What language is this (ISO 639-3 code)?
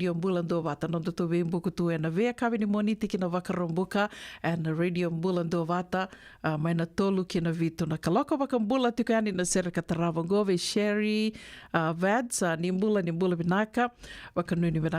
fij